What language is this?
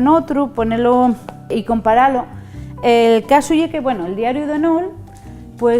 Asturian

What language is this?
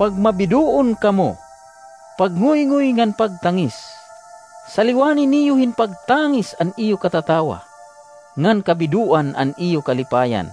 Waray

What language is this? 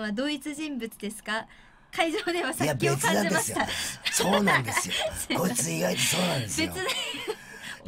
Japanese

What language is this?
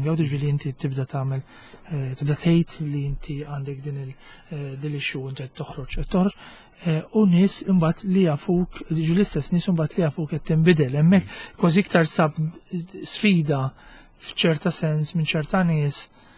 Maltese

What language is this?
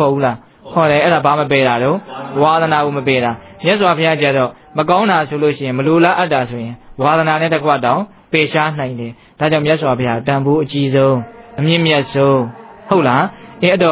Burmese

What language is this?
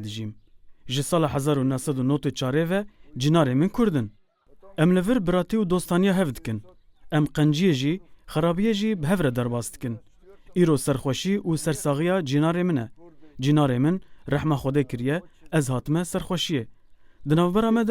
Kurdish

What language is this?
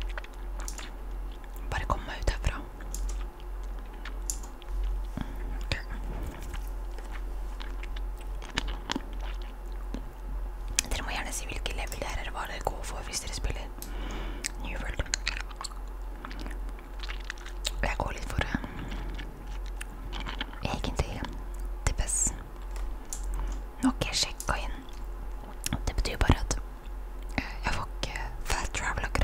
Norwegian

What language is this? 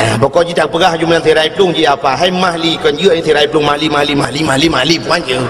Achinese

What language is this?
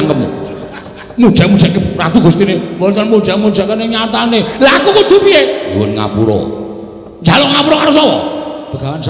Javanese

